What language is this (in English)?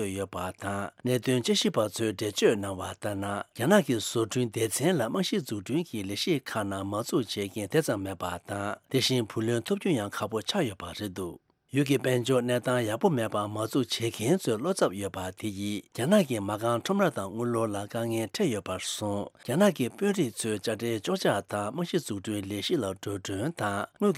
Tibetan